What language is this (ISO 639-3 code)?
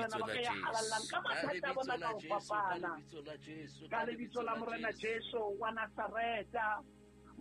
sot